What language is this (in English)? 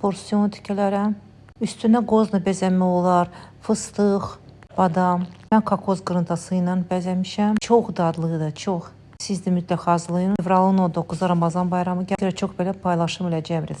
Azerbaijani